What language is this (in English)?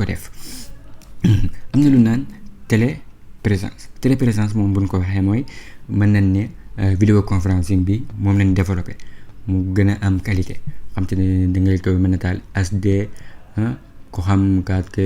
Wolof